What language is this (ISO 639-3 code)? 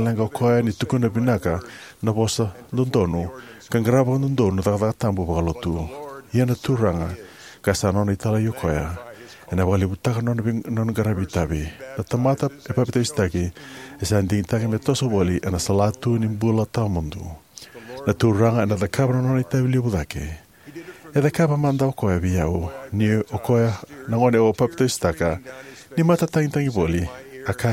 fij